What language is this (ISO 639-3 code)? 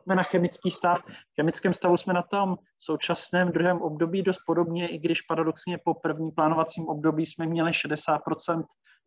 ces